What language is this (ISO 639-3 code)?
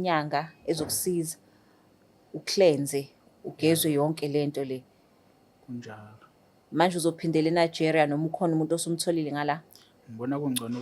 zul